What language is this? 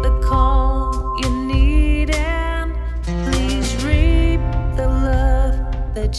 Bavarian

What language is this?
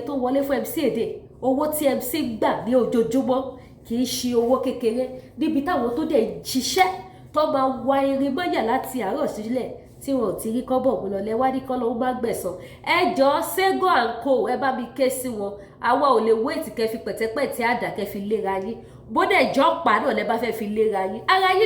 Yoruba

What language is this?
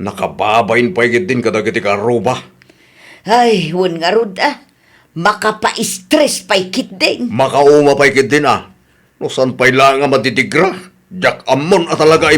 Iloko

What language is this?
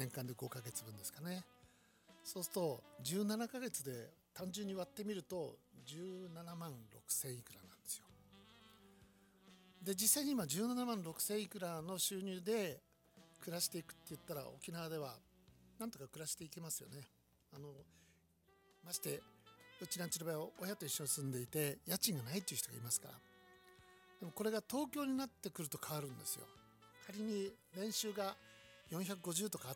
Japanese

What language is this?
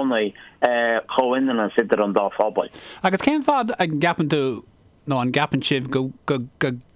Irish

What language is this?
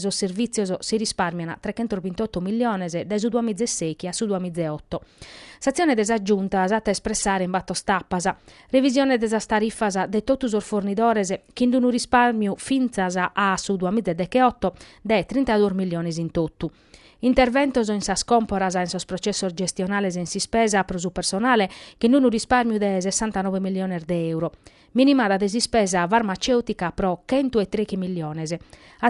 Sardinian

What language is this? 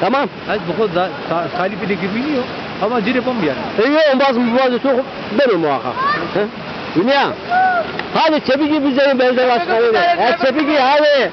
Zaza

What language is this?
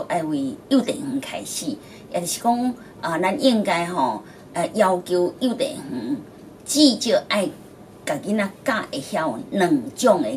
Min Nan Chinese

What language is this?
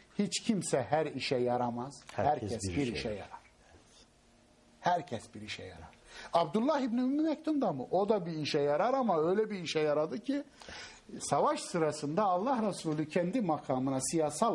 Turkish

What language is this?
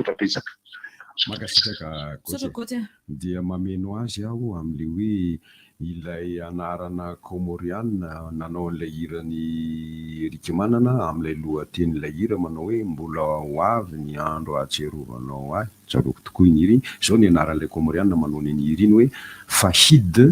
Malagasy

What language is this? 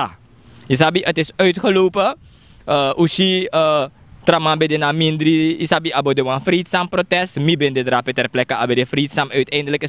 Sranan Tongo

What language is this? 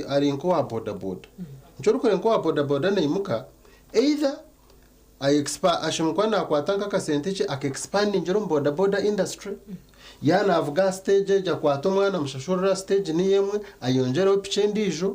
Nyankole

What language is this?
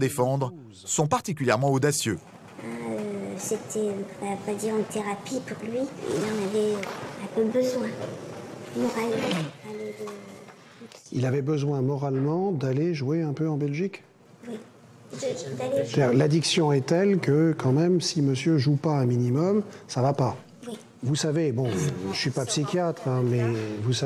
French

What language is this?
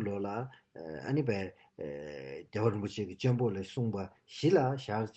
Tibetan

